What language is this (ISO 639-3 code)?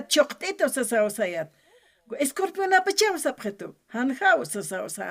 aym